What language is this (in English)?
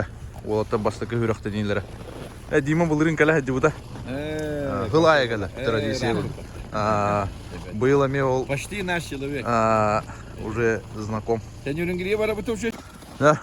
Yakut